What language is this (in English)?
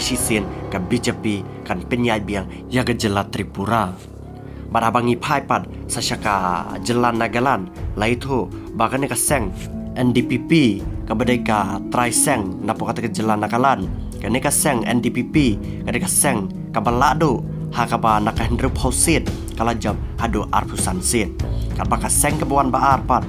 Khasi